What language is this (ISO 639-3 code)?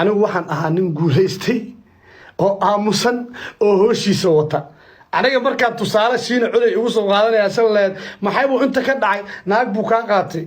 som